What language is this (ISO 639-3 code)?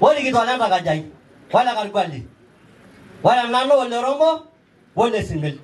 mas